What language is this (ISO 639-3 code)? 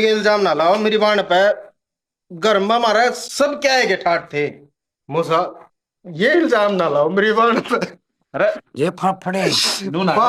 bgc